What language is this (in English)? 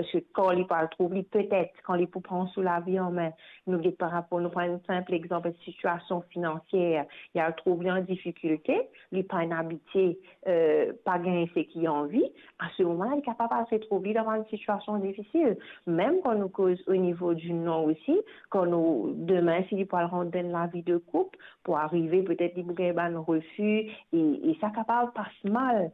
Morisyen